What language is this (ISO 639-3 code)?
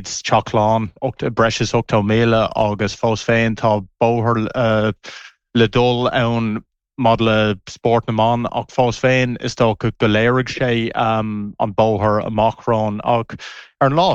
gle